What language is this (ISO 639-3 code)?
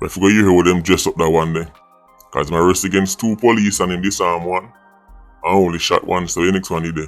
jam